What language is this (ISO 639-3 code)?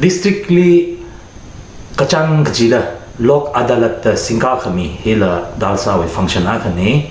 nmf